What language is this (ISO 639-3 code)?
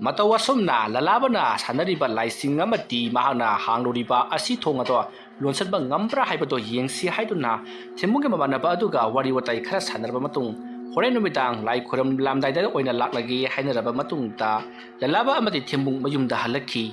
mni